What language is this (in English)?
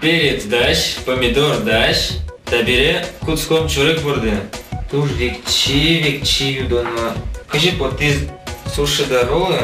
Udmurt